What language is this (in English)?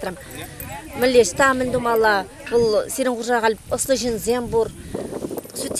Chuvash